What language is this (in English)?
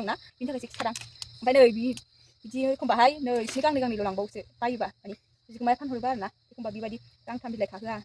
Bodo